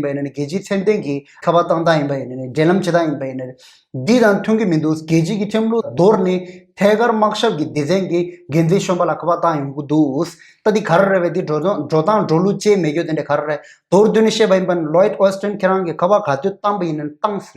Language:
Tibetan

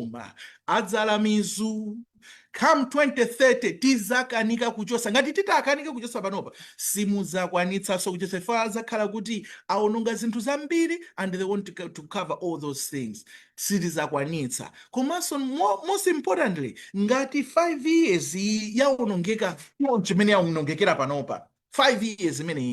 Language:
Nyanja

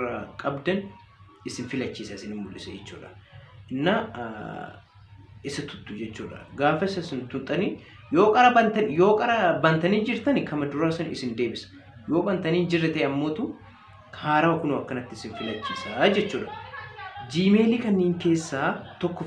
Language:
Oromo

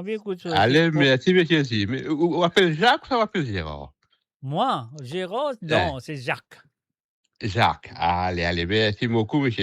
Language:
Morisyen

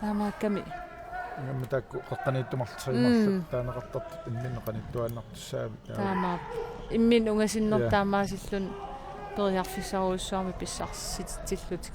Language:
Kalaallisut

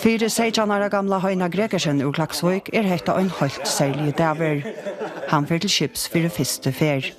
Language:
Faroese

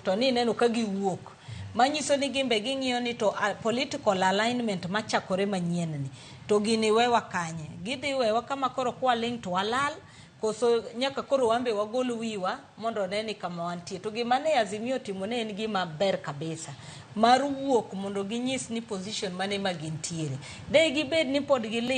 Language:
Luo (Kenya and Tanzania)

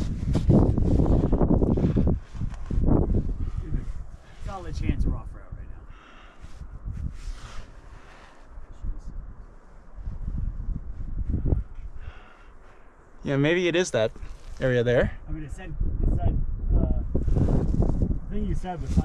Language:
English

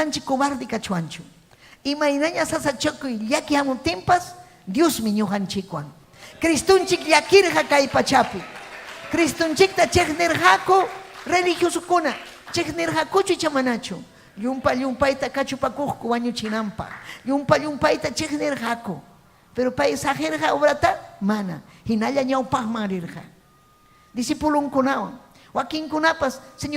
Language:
Ayacucho Quechua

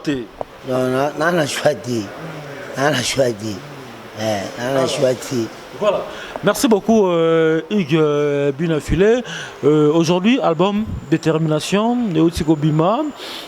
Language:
Lingala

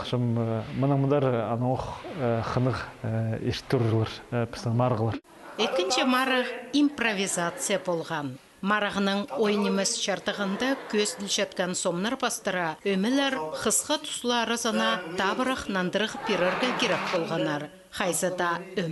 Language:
Khakas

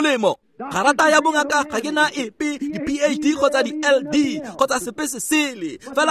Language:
Tswana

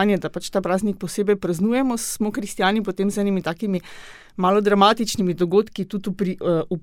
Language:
Slovenian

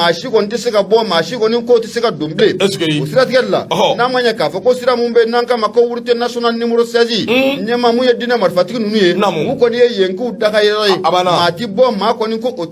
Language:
Bambara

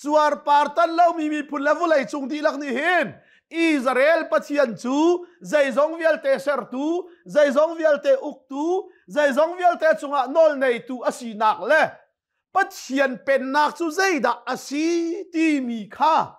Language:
Hakha Chin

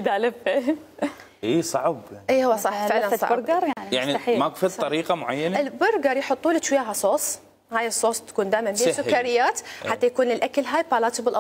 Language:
Mesopotamian Arabic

